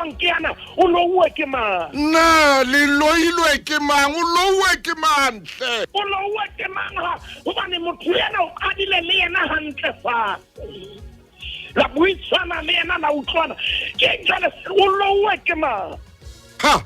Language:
Southern Sotho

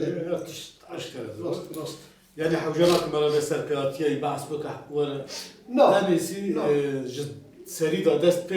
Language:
Kurdish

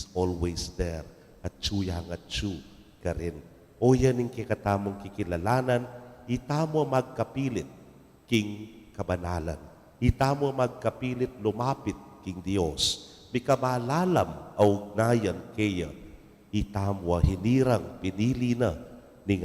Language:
Pampanga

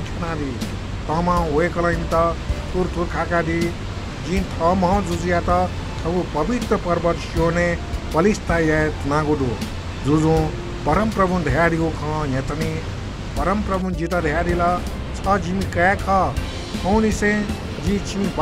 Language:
Newari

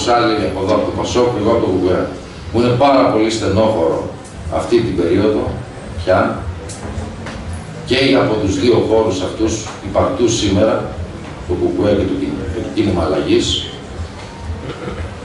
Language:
Greek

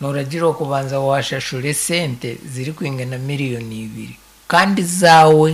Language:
Nyankole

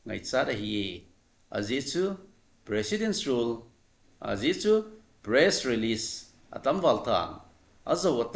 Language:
Thado Chin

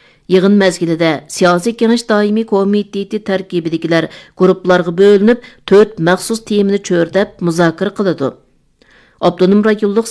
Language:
Uyghur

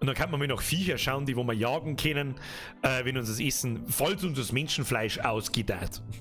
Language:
Bavarian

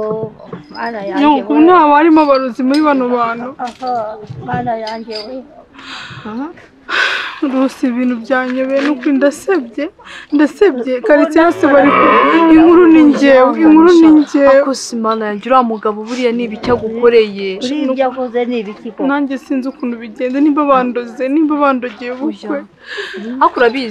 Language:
Kinyarwanda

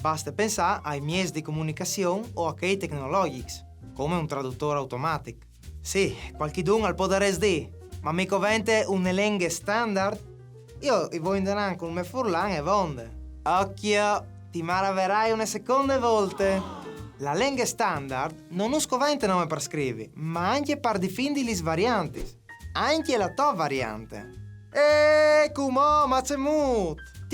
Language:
Friulian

